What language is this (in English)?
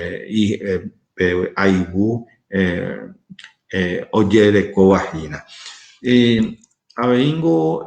Guarani